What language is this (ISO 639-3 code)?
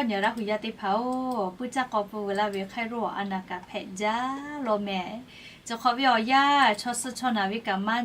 lhu